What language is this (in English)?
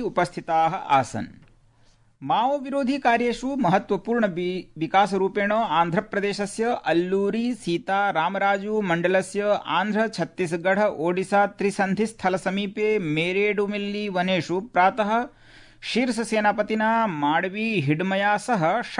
Sanskrit